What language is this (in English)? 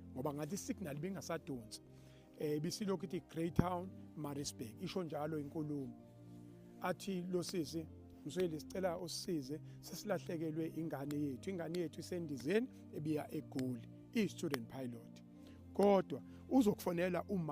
Zulu